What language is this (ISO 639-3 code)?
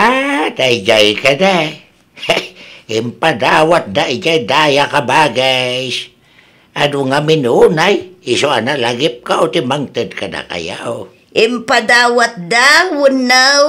ilo